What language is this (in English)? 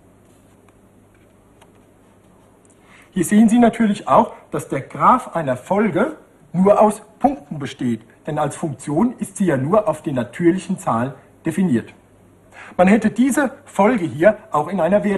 German